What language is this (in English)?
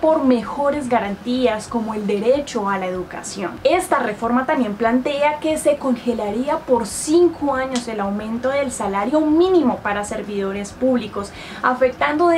Spanish